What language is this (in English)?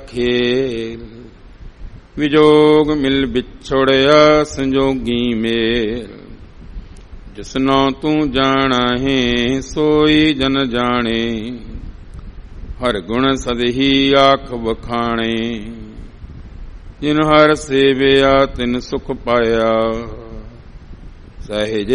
Punjabi